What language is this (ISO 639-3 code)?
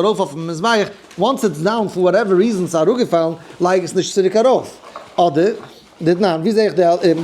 yid